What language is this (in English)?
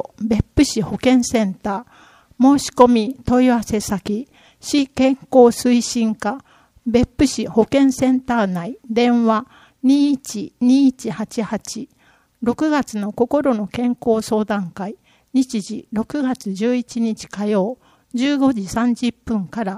Japanese